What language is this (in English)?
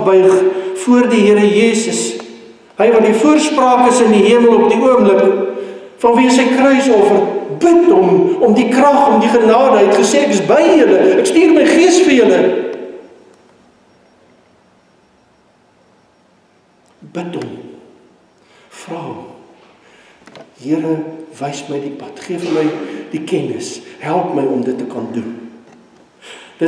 Afrikaans